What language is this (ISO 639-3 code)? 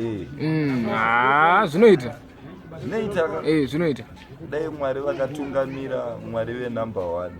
sna